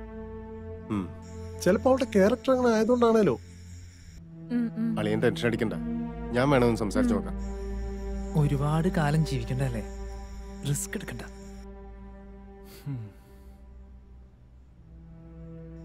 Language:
Malayalam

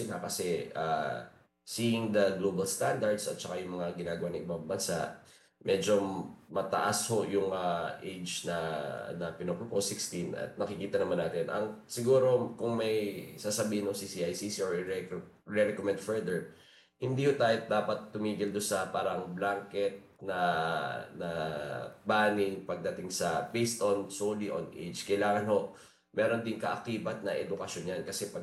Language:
Filipino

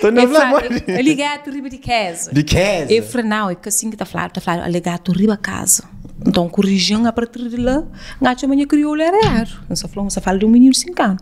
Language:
Kabuverdianu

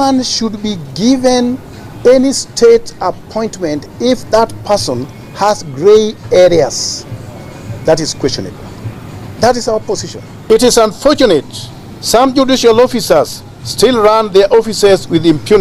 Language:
Gusii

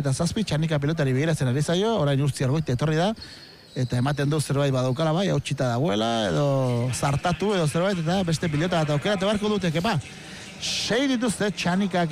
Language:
Basque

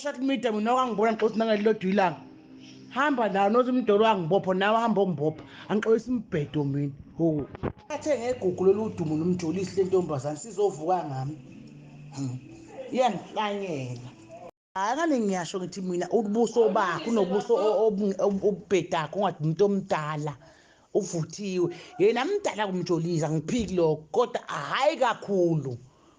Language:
Zulu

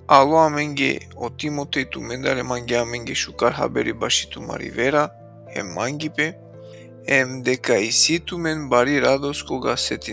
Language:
Balkan Romani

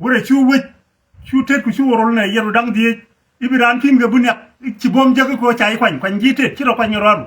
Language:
Nuer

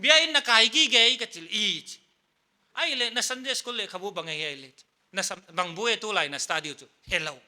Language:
Paite Chin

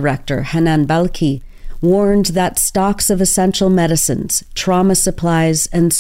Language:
English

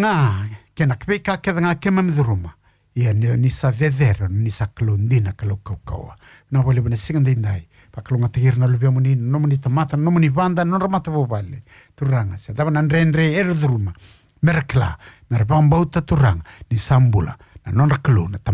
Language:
Fijian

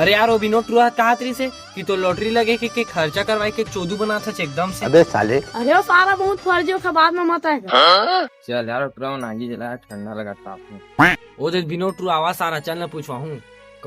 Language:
Chhattisgarhi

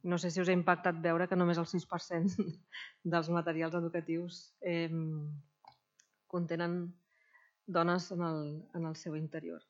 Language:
Catalan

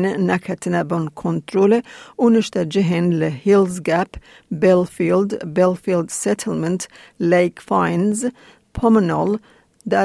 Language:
Kurdish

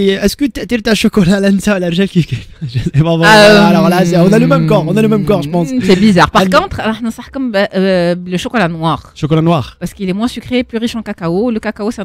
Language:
Algerian Arabic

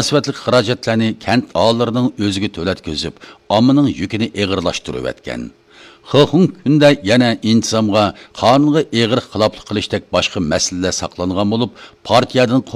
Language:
Uyghur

